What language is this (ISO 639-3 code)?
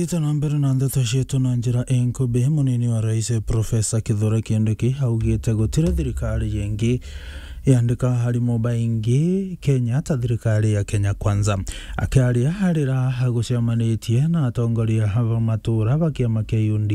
mer